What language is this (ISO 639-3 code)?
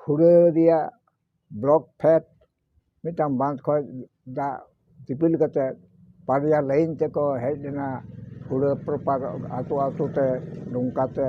sat